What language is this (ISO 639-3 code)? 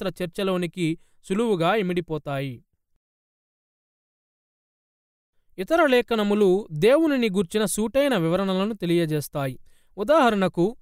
tel